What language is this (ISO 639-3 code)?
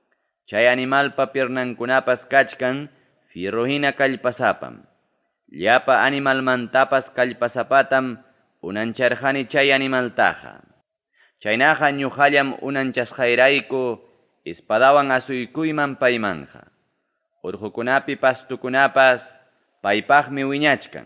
quy